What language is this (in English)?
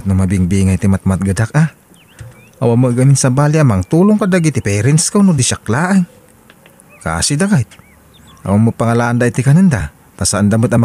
Iloko